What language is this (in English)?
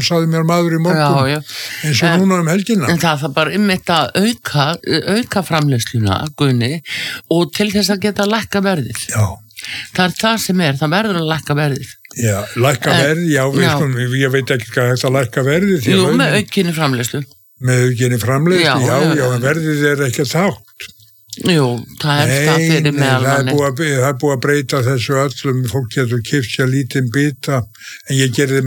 Icelandic